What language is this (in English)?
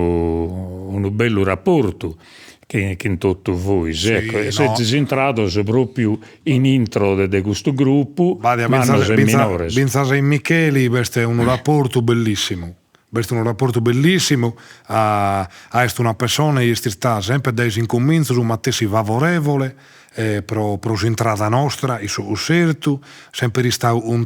Sardinian